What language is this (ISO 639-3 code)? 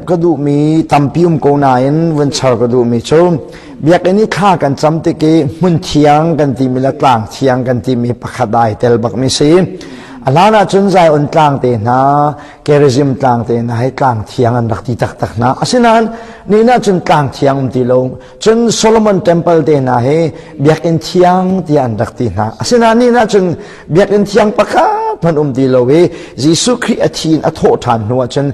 cnh